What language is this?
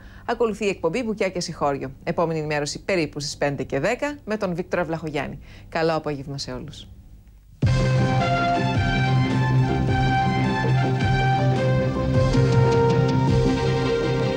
Greek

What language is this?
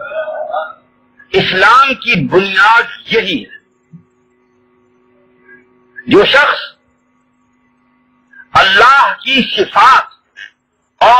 Urdu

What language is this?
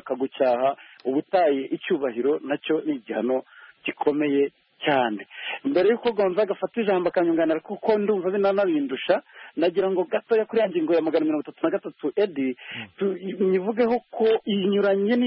Kinyarwanda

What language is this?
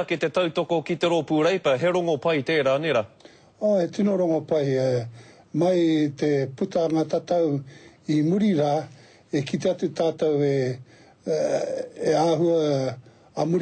Māori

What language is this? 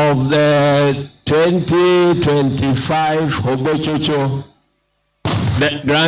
Ewe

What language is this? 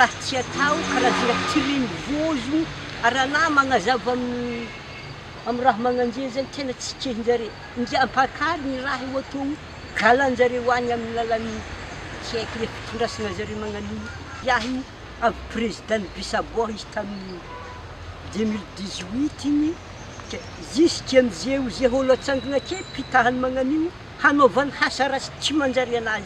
Malagasy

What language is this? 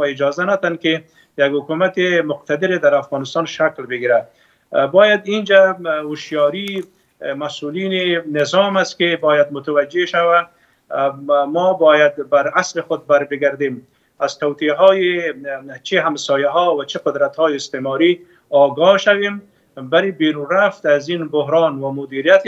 Persian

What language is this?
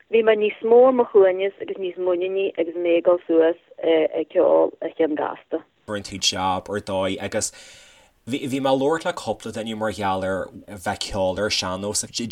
Irish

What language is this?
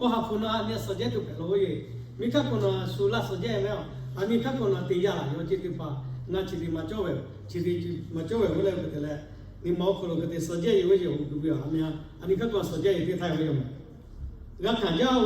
Lahu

